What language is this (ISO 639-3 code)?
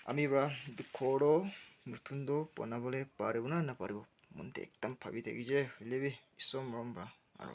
nag